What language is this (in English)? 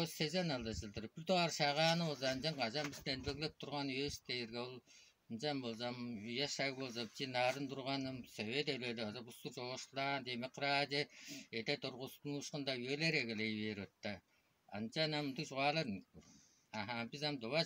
Tuvinian